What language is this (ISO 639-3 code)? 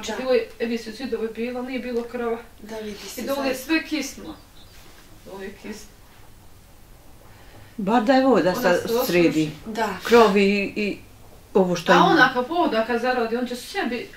bos